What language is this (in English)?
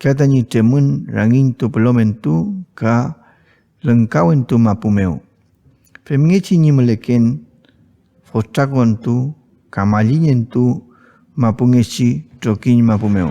Mapuche